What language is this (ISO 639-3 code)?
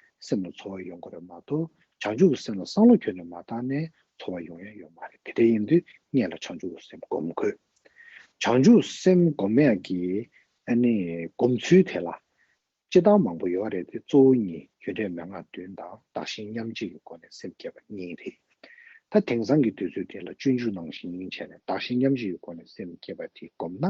bod